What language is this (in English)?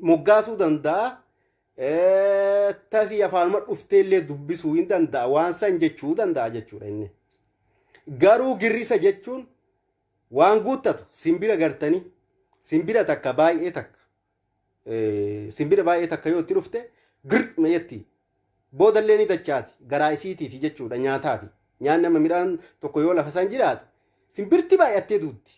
Oromo